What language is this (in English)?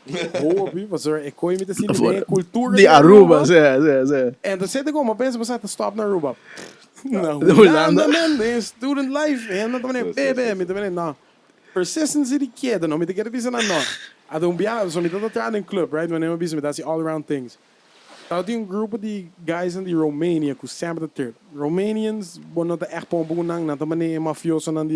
Papiamento